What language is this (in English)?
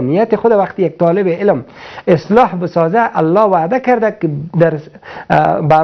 Persian